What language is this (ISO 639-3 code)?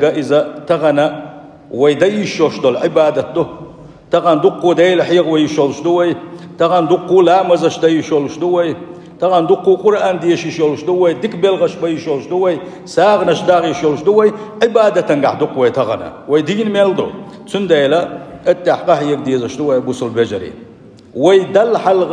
che